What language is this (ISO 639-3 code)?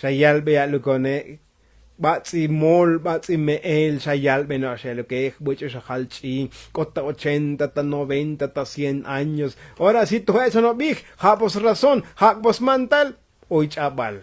tzo